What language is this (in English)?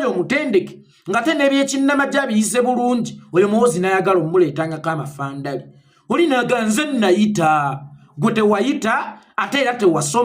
Ganda